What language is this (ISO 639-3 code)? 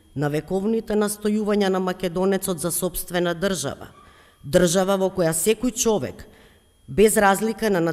mkd